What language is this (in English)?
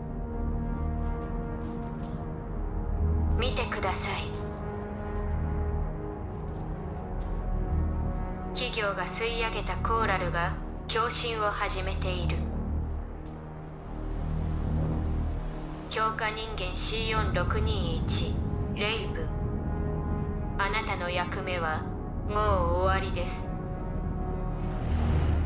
Japanese